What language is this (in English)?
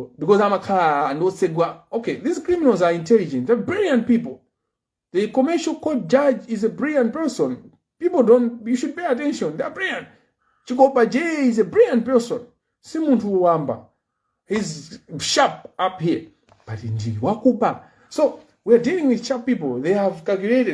Nyanja